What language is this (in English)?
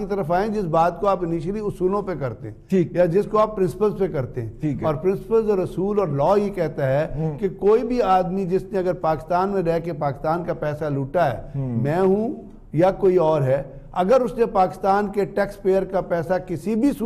Urdu